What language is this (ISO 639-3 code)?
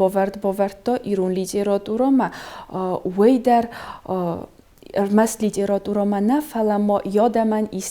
oss